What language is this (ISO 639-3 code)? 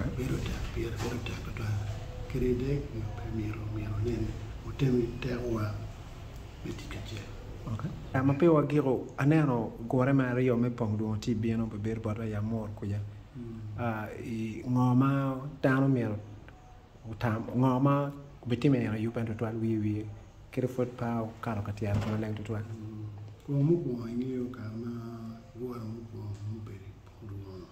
ach